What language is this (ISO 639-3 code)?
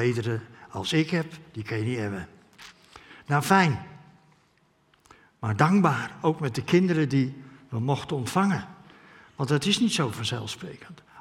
nld